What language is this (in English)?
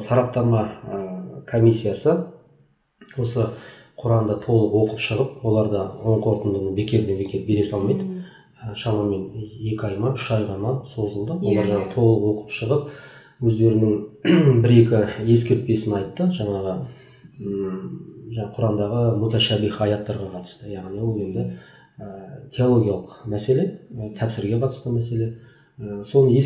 Kazakh